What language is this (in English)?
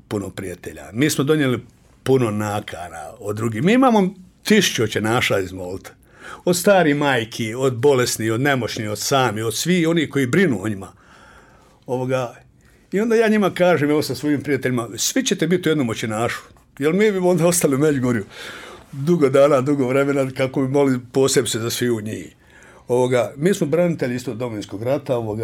Bosnian